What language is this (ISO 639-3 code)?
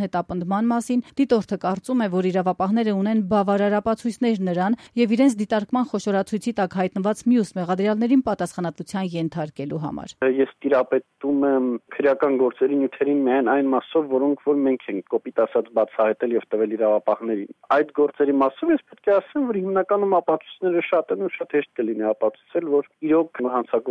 hye